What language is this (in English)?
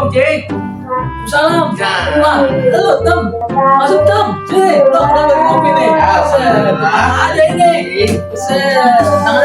Betawi